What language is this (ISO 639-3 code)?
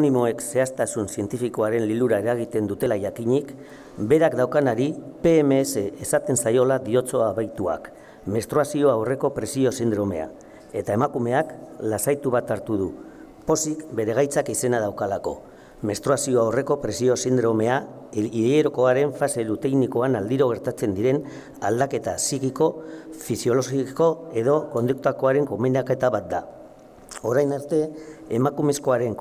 eus